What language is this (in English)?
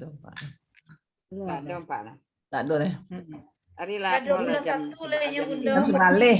Minangkabau